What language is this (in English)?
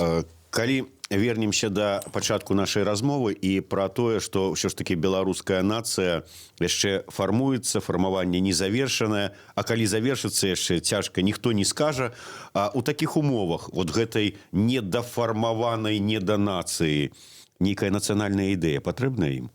Belarusian